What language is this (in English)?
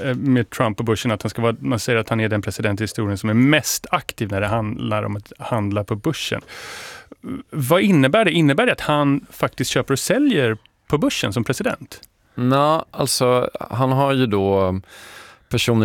Swedish